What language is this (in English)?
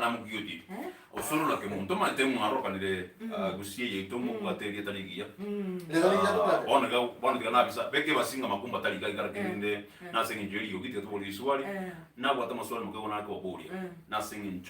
Gusii